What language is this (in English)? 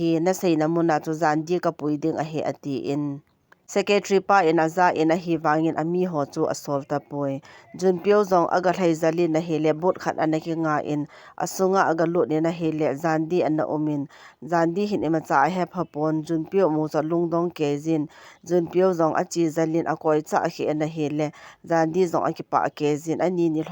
Thado Chin